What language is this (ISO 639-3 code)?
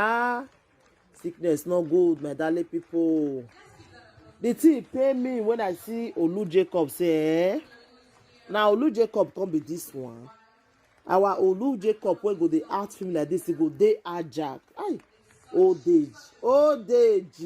pcm